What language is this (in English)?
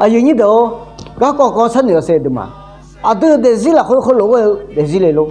Akha